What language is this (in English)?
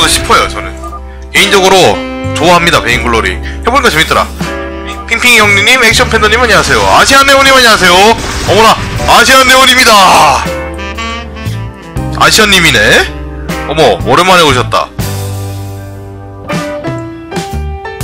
Korean